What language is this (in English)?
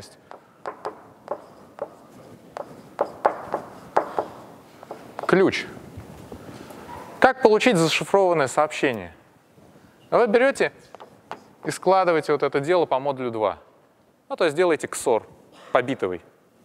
Russian